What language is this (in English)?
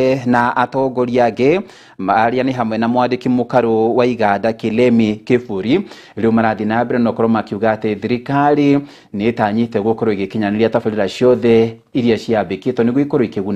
Kikuyu